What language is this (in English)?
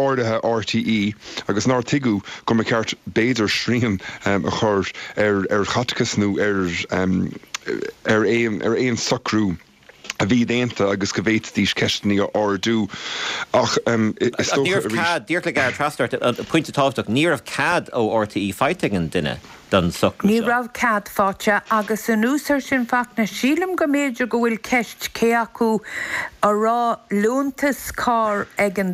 Irish